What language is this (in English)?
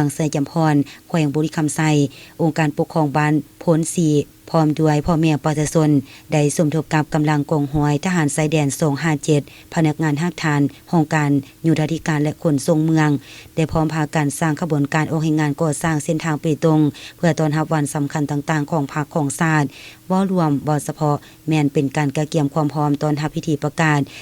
Lao